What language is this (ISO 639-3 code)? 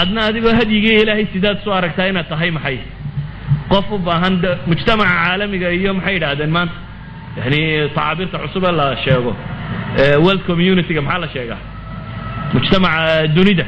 som